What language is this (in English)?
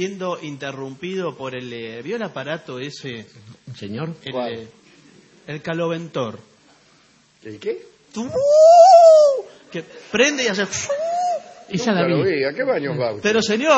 Spanish